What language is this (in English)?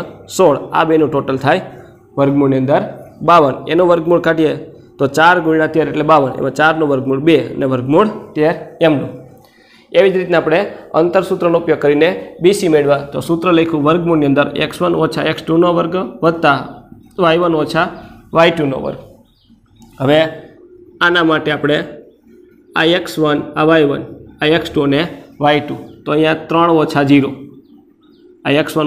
Gujarati